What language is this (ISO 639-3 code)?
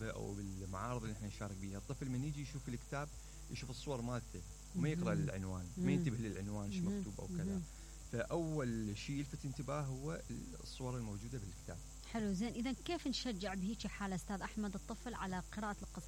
acm